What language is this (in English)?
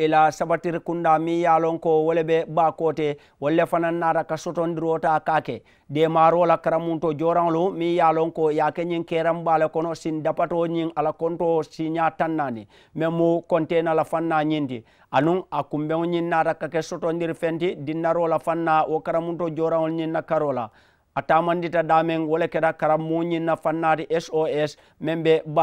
Mandingo